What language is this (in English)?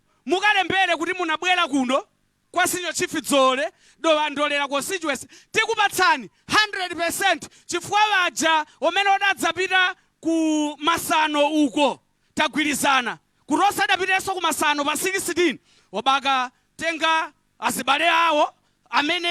Nyanja